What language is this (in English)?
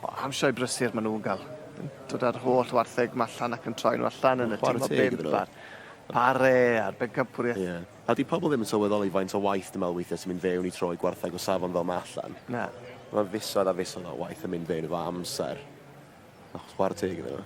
Welsh